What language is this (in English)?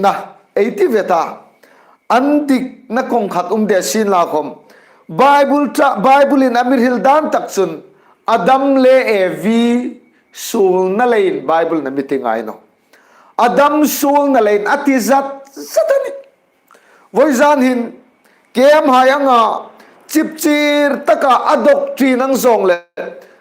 Hmar